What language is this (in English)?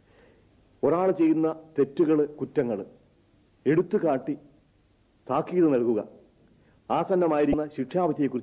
Malayalam